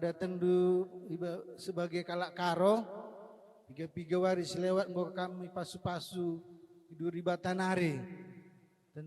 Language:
Batak Karo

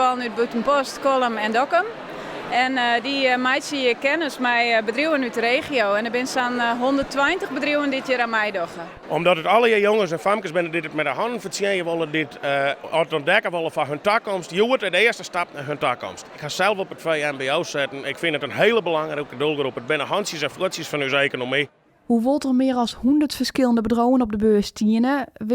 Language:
Western Frisian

